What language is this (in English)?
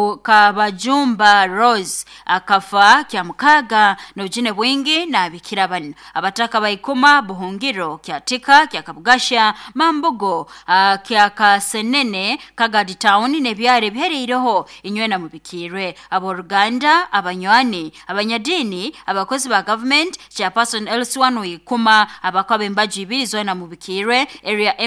Nyoro